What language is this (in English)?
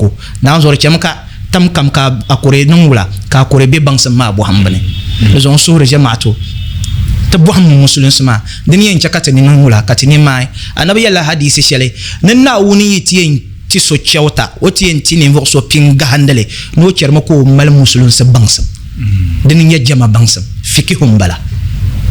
Dagbani